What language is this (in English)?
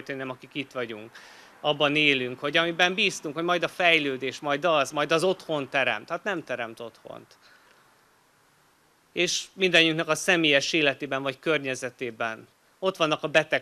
Hungarian